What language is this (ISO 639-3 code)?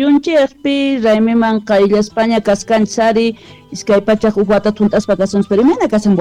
quh